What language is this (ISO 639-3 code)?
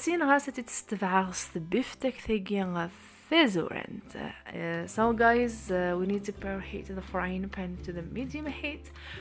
kab